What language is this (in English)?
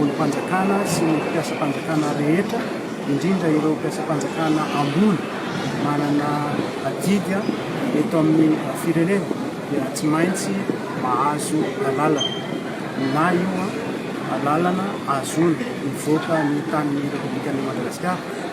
Malagasy